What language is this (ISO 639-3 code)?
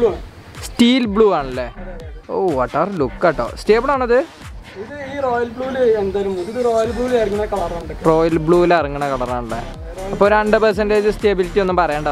mal